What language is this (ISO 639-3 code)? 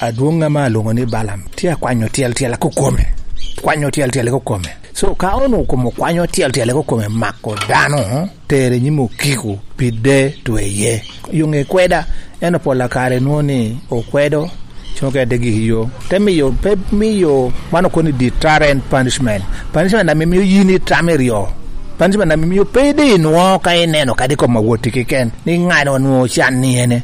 laj